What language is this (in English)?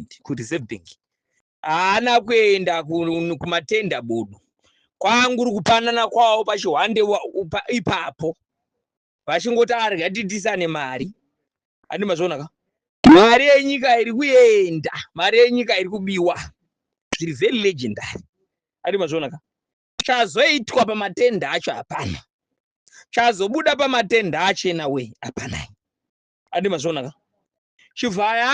Shona